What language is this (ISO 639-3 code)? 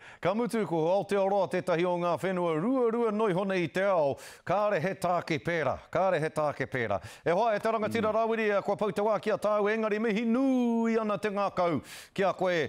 mri